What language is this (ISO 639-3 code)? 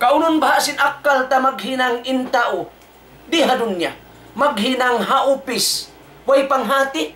tsg